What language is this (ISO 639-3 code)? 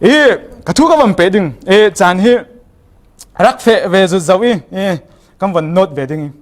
cfm